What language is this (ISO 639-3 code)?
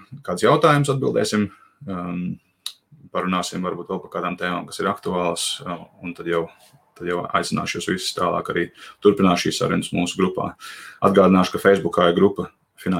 lav